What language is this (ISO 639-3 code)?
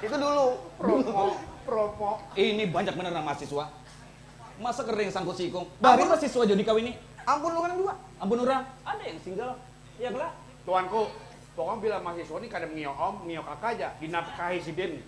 bjn